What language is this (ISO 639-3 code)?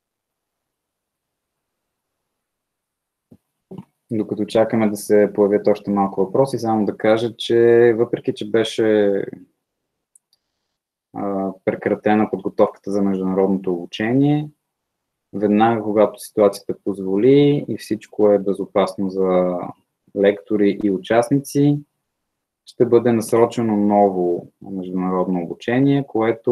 bul